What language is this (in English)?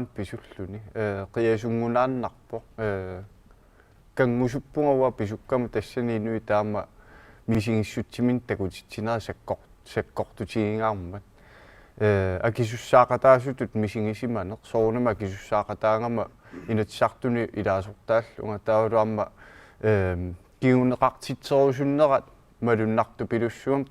Kalaallisut